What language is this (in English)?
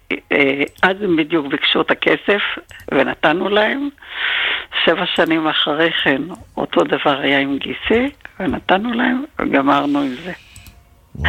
Hebrew